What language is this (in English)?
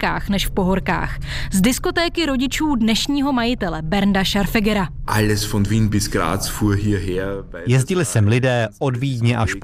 Czech